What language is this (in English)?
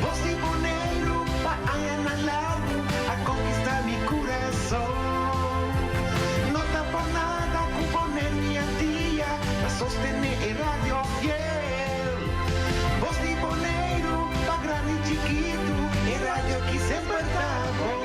Papiamento